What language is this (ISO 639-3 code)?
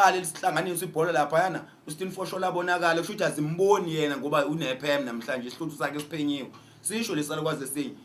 zul